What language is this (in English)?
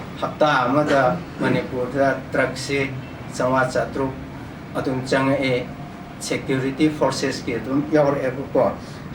Manipuri